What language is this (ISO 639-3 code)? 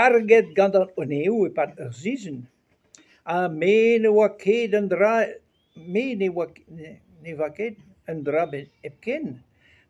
bre